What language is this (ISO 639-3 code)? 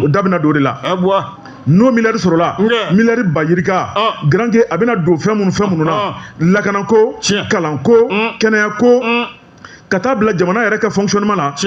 bam